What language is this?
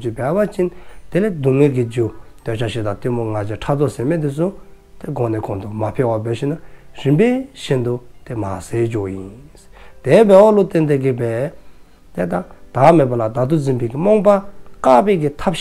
Dzongkha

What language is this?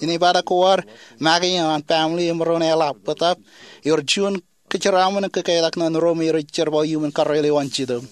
Marshallese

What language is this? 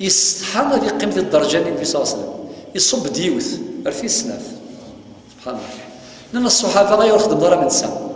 Kabyle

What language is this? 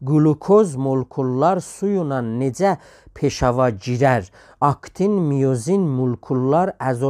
South Azerbaijani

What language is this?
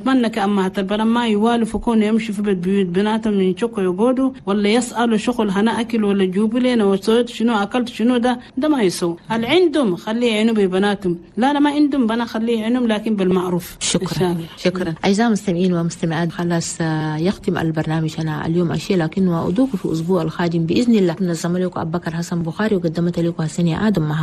Chadian Arabic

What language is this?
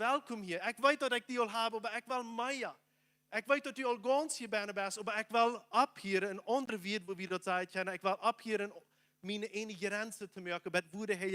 Plautdietsch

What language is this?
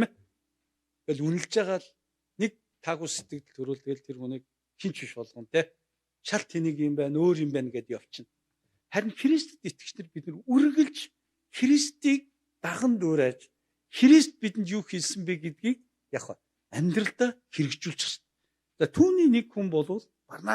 Mongolian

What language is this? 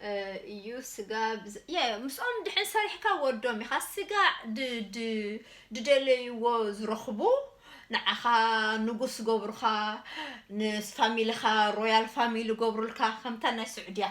Tigrinya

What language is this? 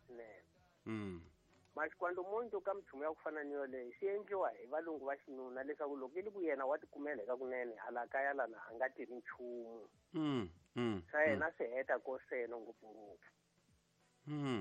Tsonga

